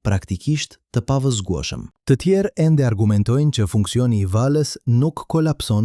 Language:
Albanian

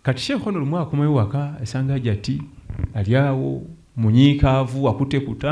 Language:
Ganda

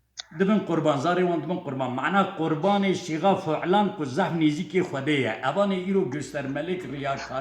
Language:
Kurdish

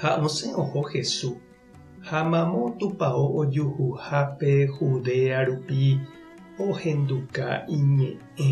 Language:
Guarani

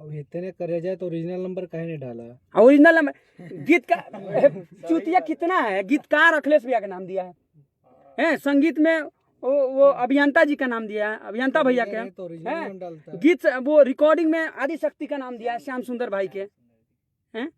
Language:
Bhojpuri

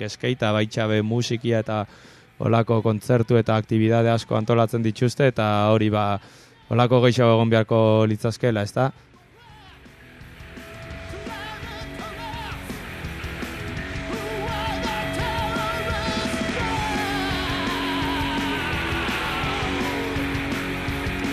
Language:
Basque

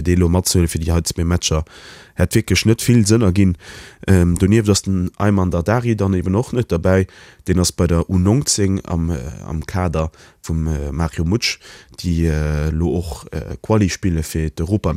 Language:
Luxembourgish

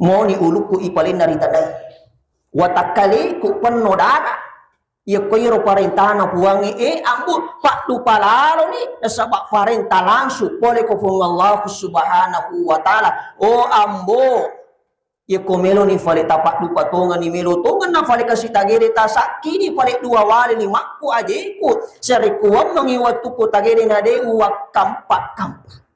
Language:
Buginese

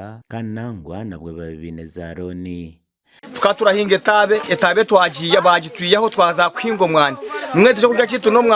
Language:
Nyankole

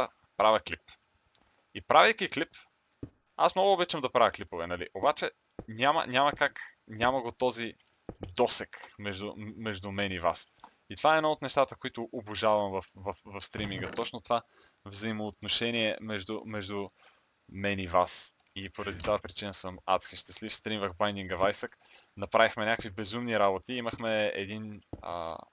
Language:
Bulgarian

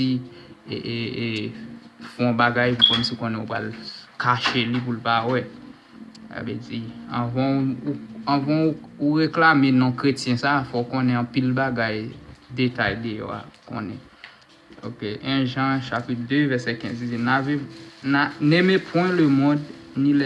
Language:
Haitian Creole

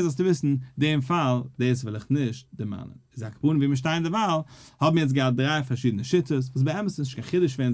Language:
Yiddish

